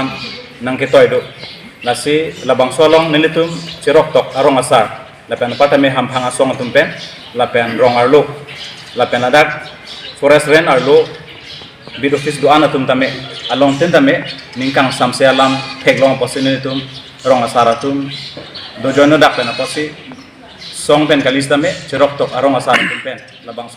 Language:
Karbi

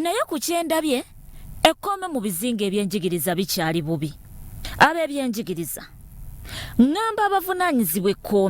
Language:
Ganda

